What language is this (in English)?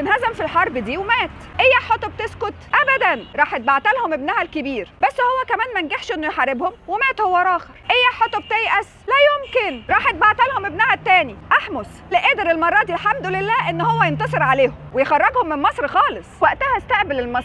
Egyptian Arabic